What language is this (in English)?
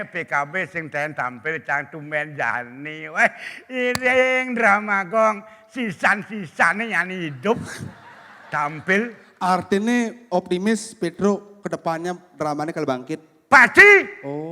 Balinese